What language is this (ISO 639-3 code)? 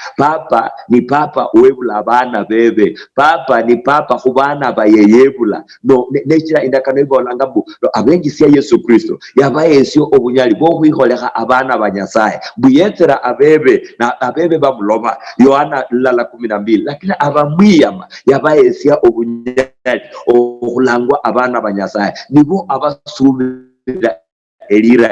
luy